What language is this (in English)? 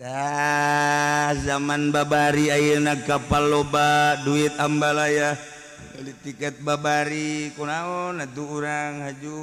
Sundanese